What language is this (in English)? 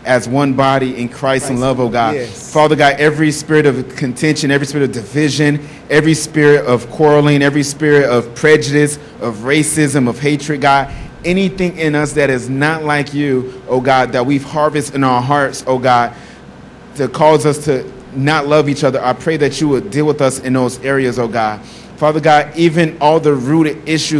English